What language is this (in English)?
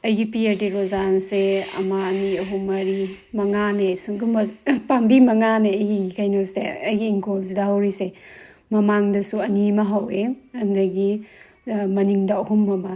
Manipuri